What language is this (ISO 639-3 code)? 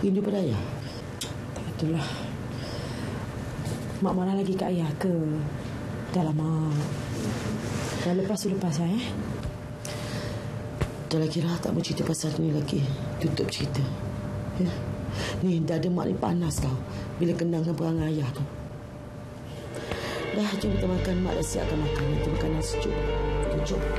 msa